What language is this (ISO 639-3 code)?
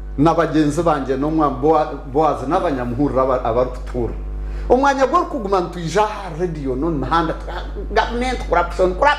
nyn